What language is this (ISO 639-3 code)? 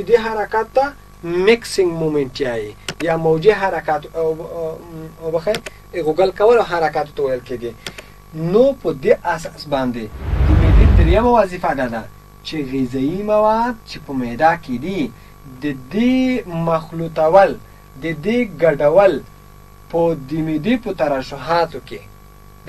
pus